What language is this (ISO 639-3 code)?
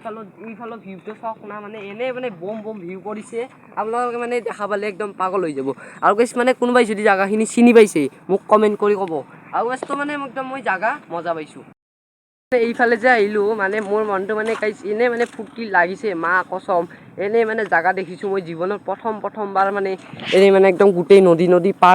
asm